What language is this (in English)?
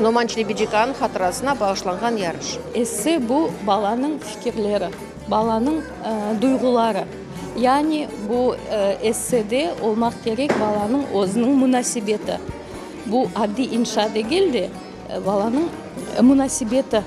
Crimean Tatar